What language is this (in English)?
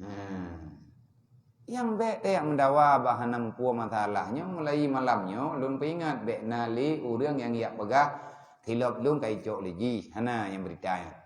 Achinese